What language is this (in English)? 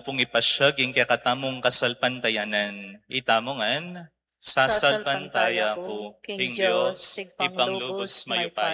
Pampanga